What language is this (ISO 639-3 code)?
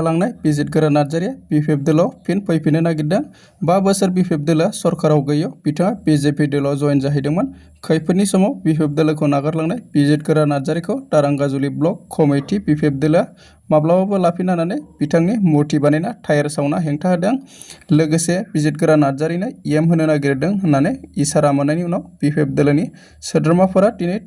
brx